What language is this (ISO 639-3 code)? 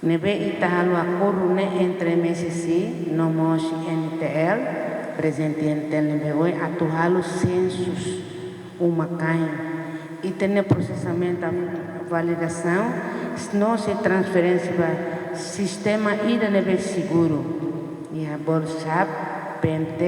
tet